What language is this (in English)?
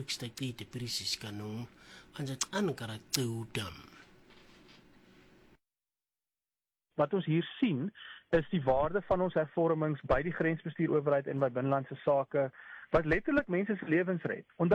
Afrikaans